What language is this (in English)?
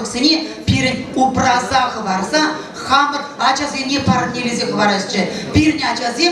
Chuvash